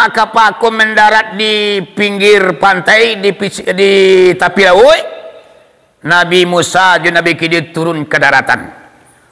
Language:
Minangkabau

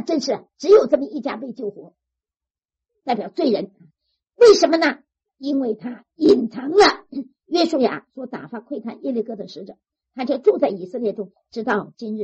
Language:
Chinese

